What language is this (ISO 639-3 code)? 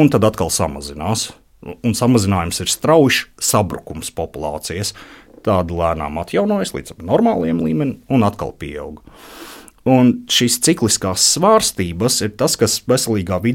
lav